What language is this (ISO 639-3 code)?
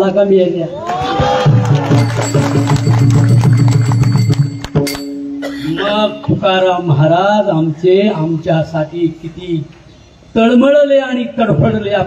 mar